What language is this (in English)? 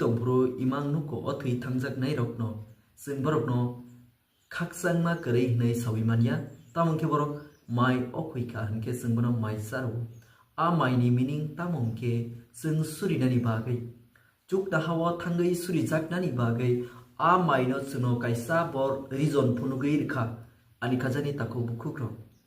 Kok Borok